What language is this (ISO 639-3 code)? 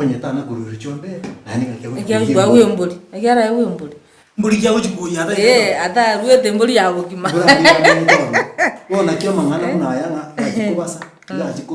guz